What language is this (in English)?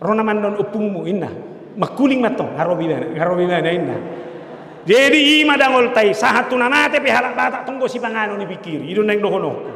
Batak Toba